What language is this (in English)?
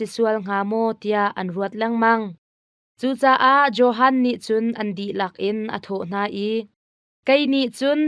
Hakha Chin